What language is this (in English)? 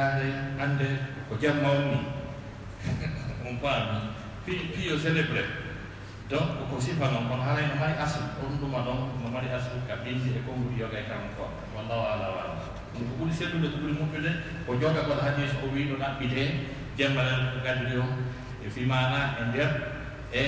Fula